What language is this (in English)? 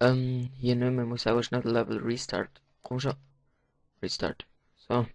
Swiss German